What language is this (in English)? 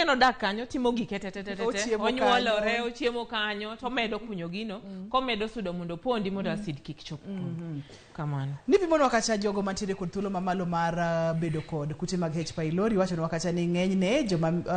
Luo (Kenya and Tanzania)